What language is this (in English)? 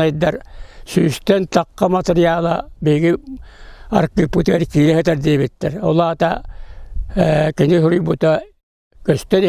Yakut